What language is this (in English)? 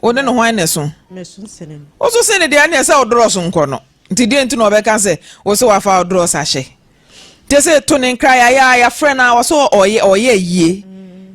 Akan